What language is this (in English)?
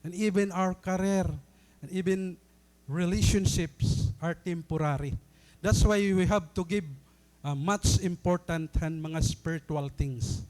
Waray